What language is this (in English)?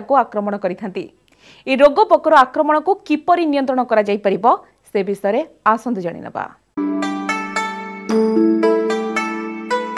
Odia